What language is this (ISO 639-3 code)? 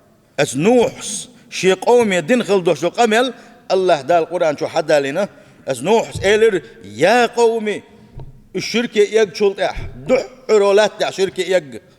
che